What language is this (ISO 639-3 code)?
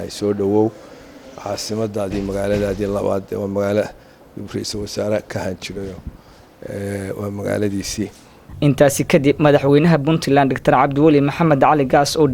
som